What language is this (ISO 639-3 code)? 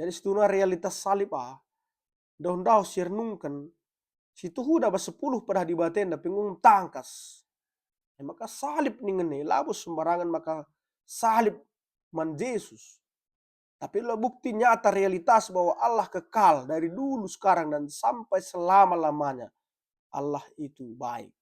btx